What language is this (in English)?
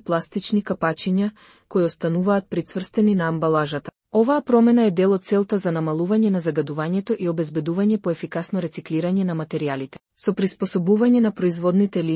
Macedonian